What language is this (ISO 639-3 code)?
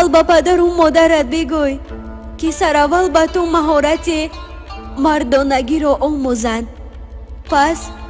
tgk